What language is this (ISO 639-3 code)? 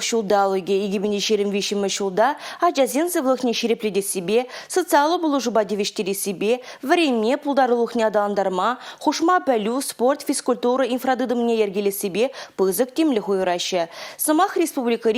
chv